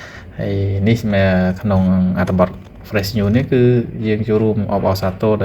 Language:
Khmer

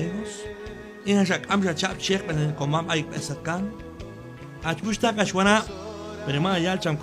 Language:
Q'anjob'al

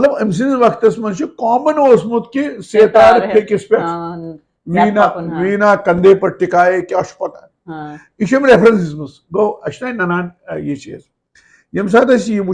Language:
Kashmiri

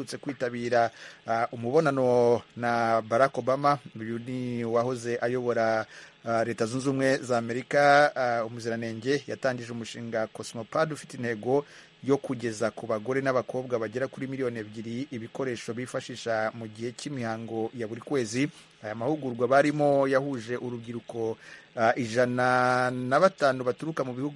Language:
Kinyarwanda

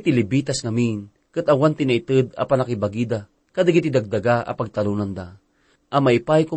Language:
Iloko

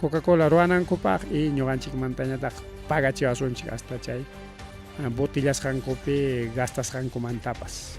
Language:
Ayacucho Quechua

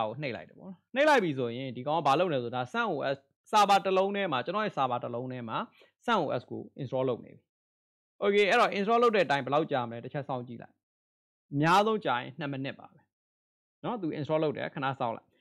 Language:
Burmese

